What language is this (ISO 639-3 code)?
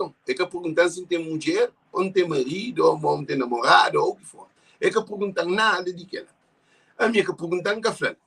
kea